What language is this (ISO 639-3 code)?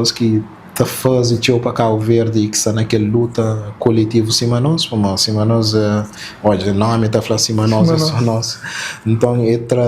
kea